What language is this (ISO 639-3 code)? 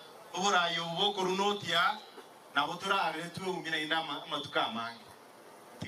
guz